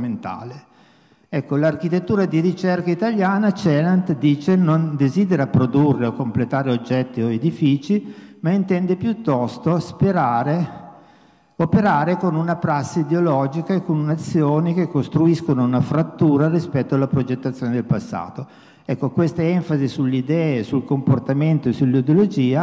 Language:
Italian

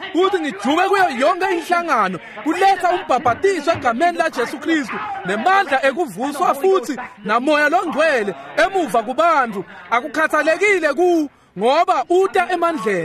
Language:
Swati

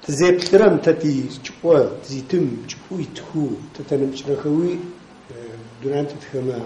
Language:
Adyghe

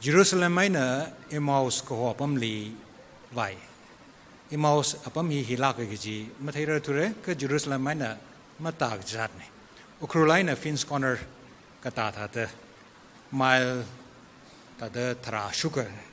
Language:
Tangkhul Naga (India)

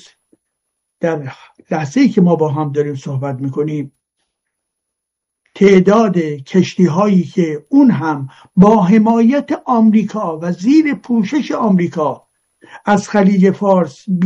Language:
Persian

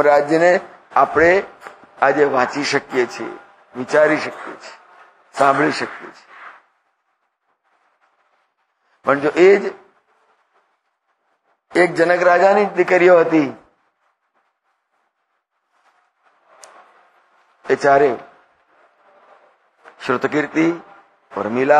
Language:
Gujarati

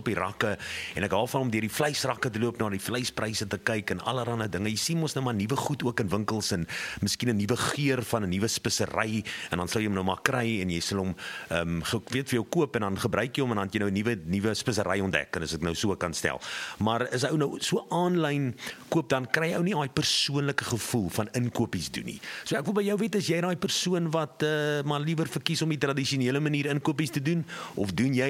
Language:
Afrikaans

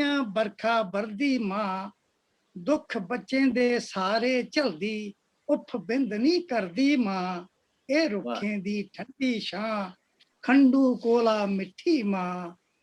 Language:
Dogri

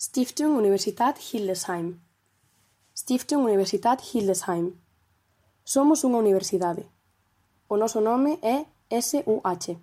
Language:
Galician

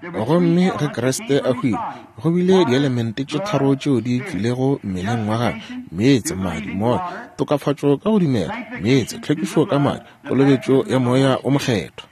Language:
Northern Sotho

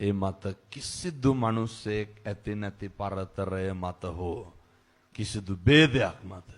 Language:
Sinhala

